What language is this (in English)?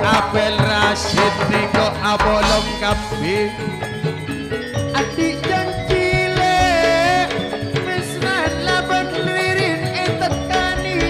Madurese